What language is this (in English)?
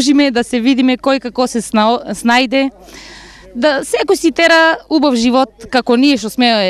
Macedonian